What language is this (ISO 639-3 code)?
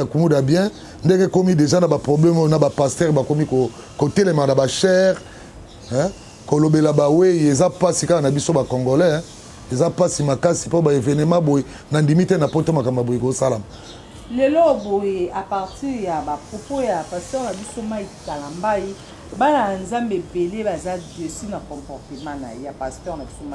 lin